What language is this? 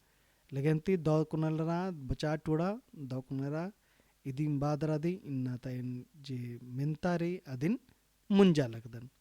Kurukh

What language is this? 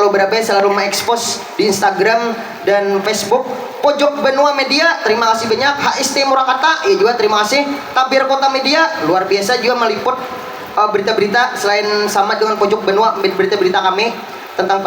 Banjar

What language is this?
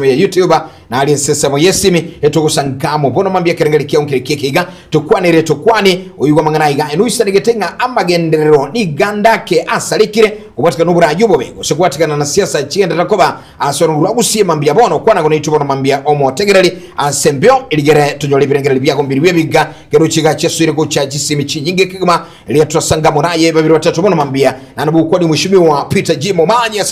Gusii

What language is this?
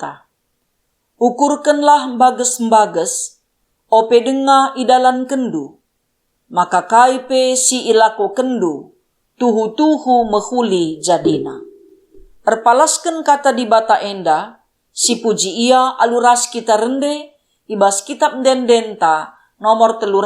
Batak Karo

